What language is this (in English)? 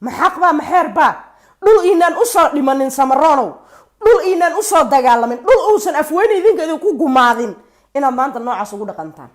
Somali